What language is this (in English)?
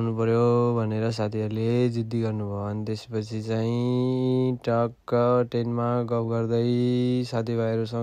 Nepali